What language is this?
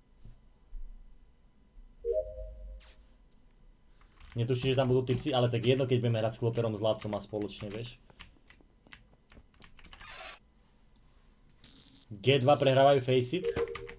Slovak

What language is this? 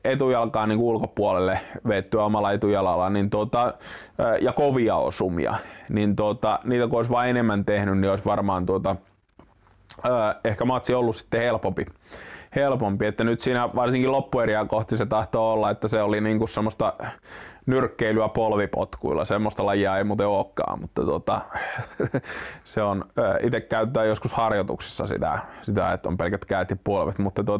Finnish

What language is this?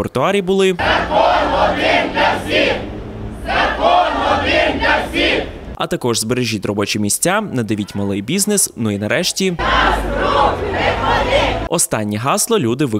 Ukrainian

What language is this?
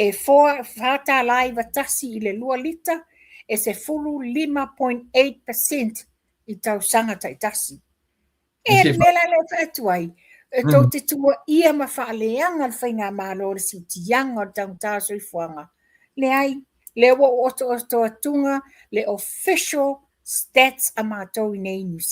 Samoan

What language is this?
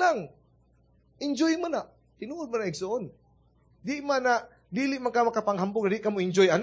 Cebuano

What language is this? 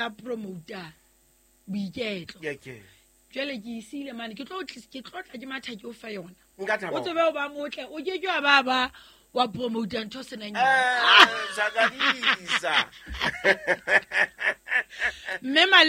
Southern Sotho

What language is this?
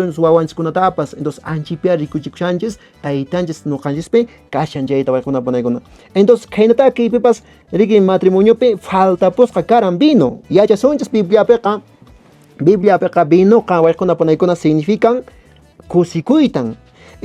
Quechua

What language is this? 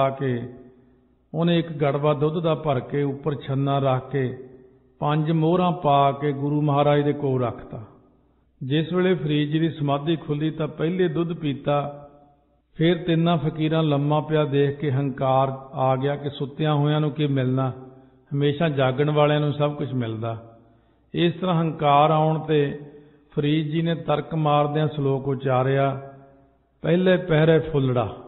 Punjabi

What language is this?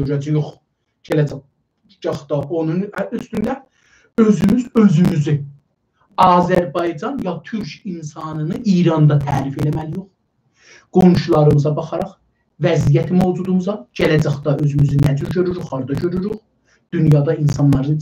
South Azerbaijani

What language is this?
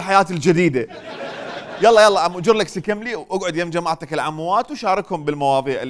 Mesopotamian Arabic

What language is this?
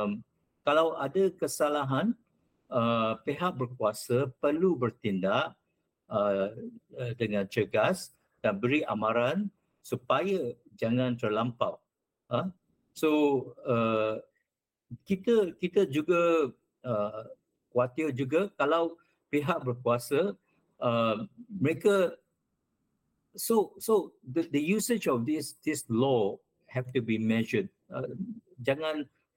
Malay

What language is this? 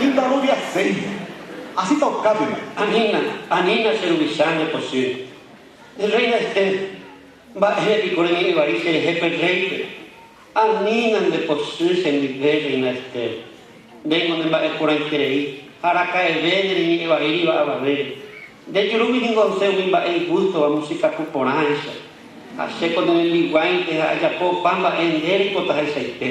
Guarani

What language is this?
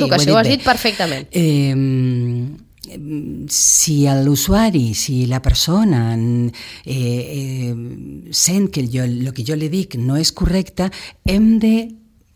Catalan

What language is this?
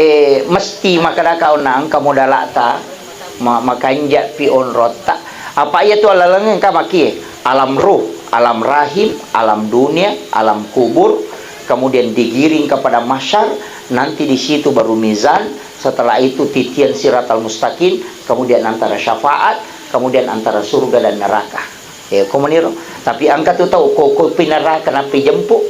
Buginese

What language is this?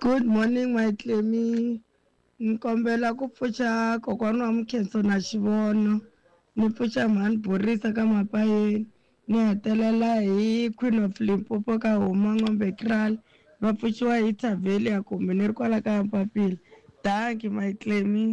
Tsonga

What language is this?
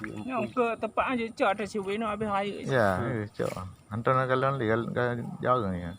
Achinese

